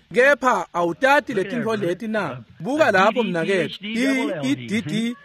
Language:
Swati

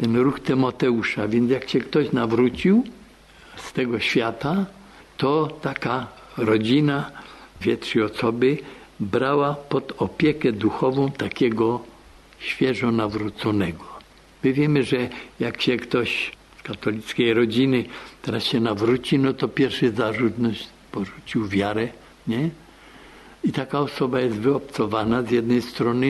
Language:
Polish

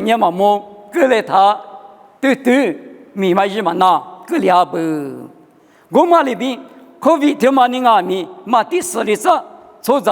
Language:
Lisu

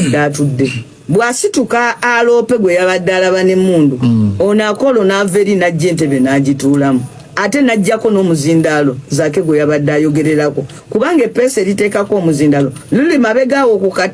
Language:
Ganda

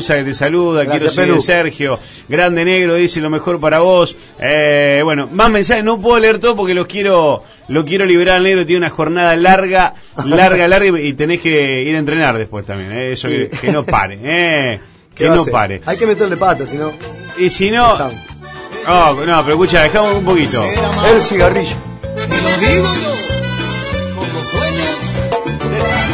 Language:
Spanish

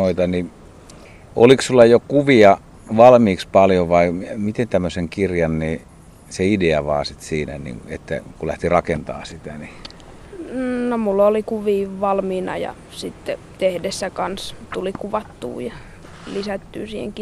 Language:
Finnish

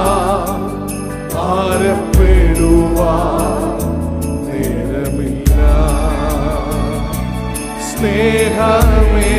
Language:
Malayalam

